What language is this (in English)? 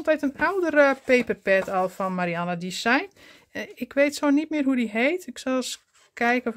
Dutch